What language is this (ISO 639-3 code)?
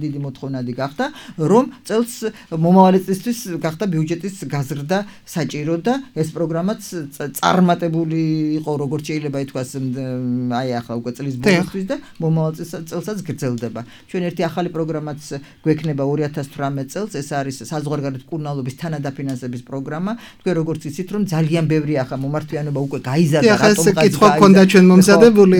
kat